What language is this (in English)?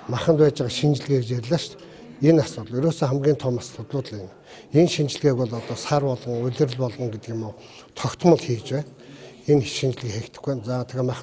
Mongolian